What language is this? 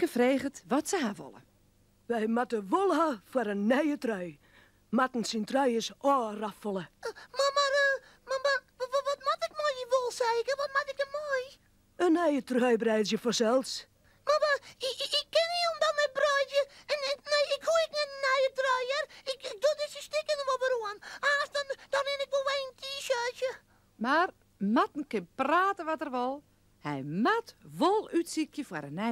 Western Frisian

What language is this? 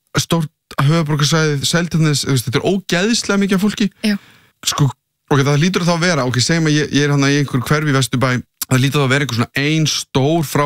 Icelandic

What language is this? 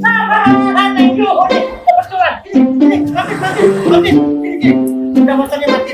Betawi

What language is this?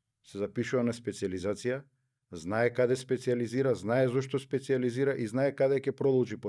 Macedonian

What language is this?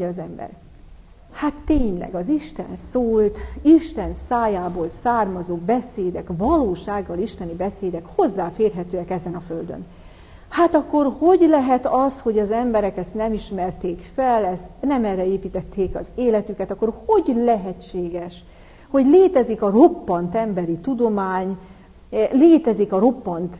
Hungarian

